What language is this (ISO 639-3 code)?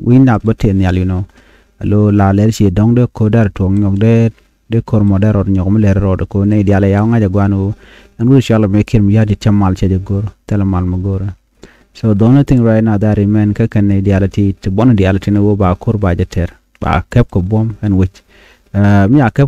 nus